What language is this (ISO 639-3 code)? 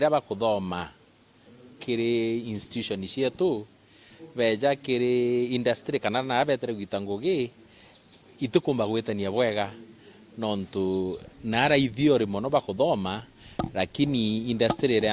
mer